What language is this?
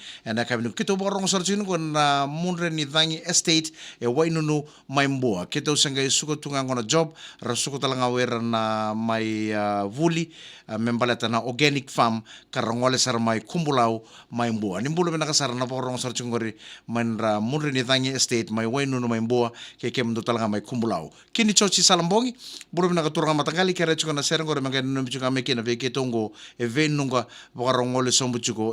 Fijian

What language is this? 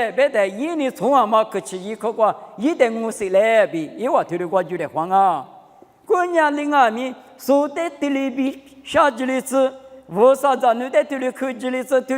Lisu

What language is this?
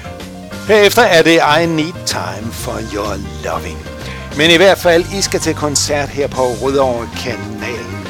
Danish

